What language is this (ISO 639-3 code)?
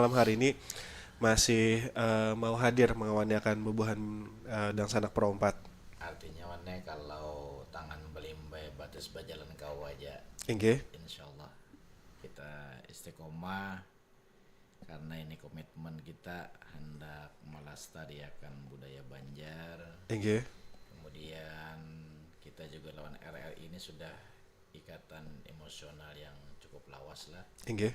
bjn